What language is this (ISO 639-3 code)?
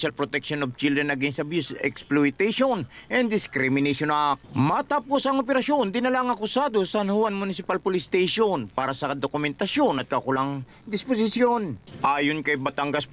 fil